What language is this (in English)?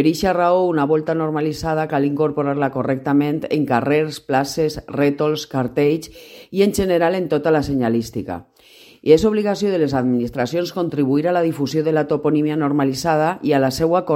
Catalan